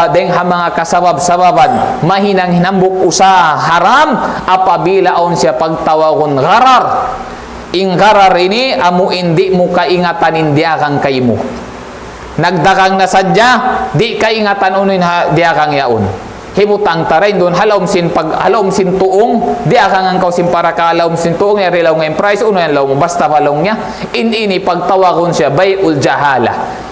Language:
Tausug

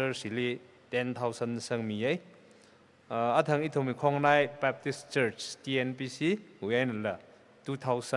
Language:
Tangkhul Naga (India)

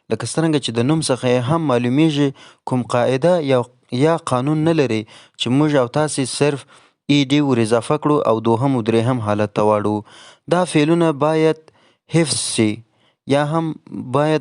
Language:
Pashto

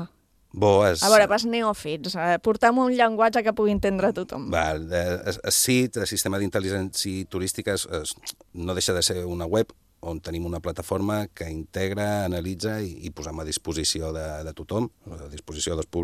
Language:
Catalan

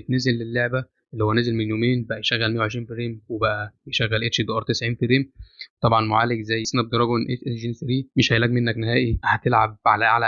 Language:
Egyptian Arabic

